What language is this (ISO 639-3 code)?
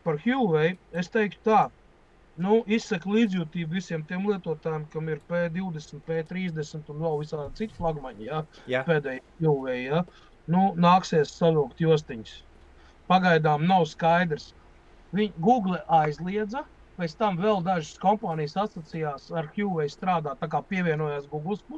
lav